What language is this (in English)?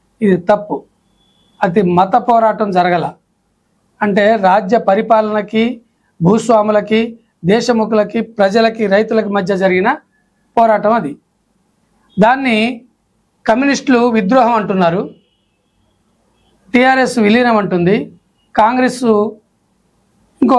Telugu